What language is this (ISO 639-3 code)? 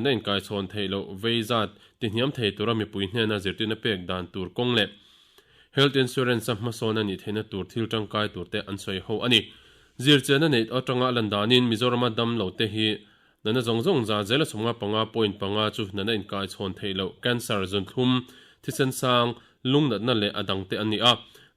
lus